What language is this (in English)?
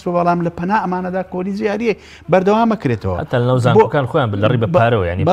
Central Kurdish